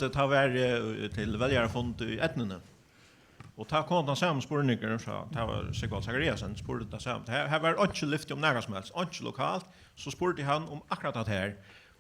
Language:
Faroese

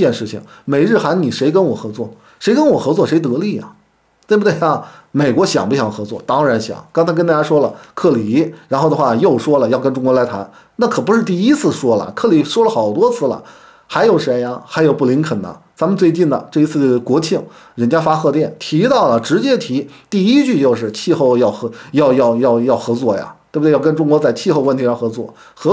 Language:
Chinese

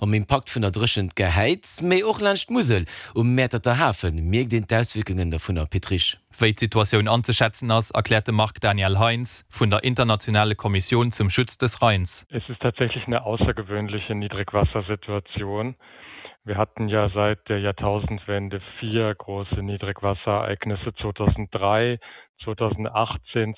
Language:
Luxembourgish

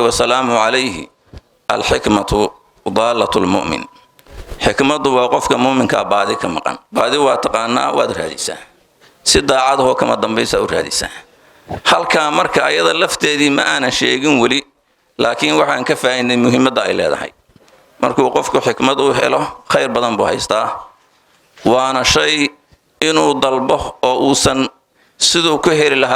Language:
Somali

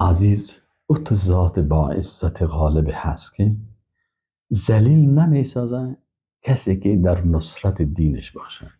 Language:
Persian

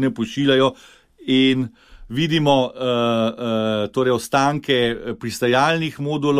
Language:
Slovenian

